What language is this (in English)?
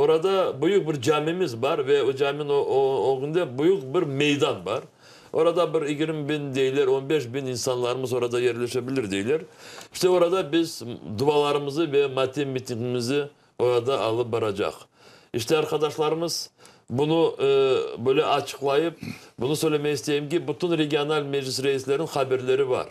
Crimean Tatar